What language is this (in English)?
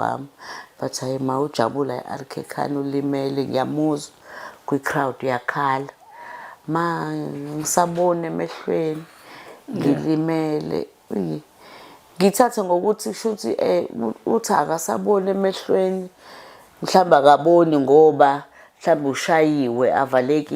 Zulu